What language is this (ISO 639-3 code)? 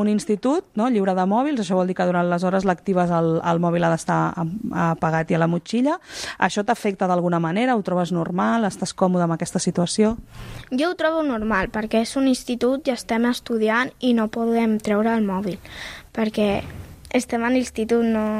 cat